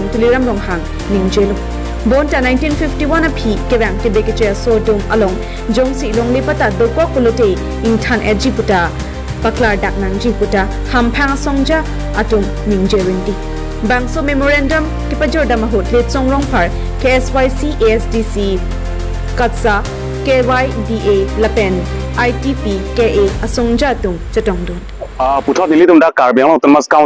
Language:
Karbi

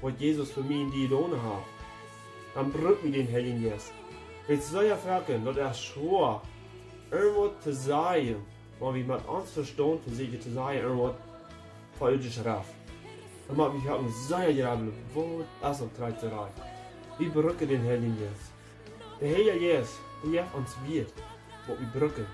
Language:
Plautdietsch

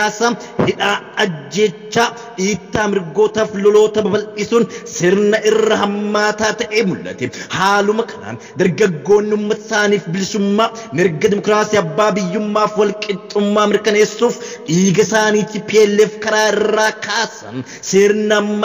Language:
Oromo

